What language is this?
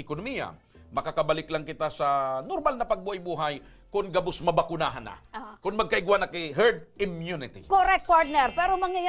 Bikol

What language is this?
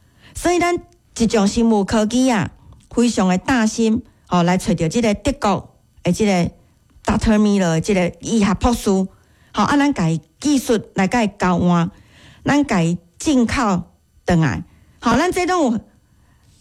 Min Nan Chinese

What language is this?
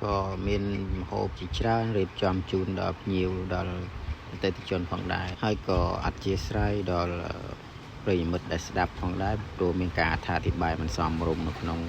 Khmer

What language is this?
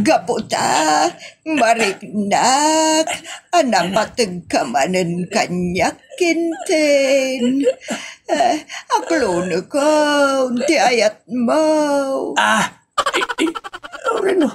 Iloko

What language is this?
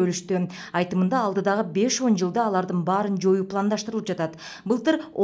Kyrgyz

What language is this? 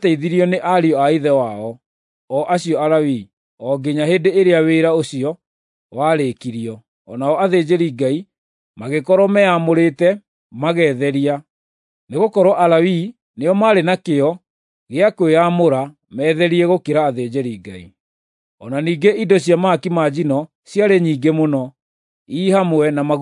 Kikuyu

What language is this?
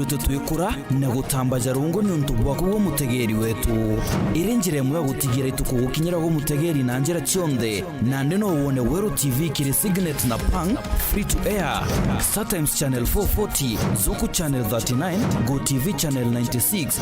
Meru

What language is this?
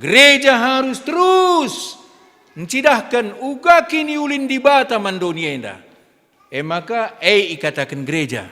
Batak Karo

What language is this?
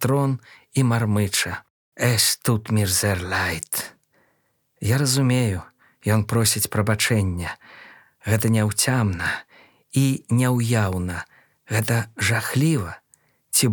Belarusian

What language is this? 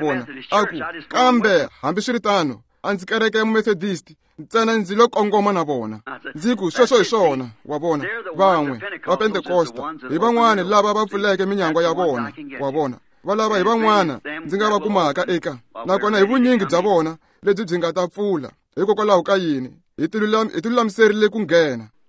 Tsonga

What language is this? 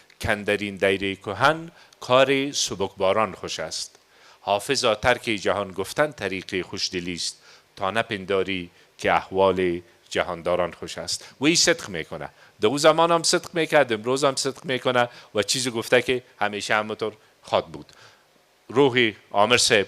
Persian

